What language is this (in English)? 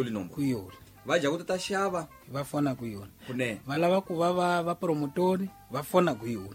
Tsonga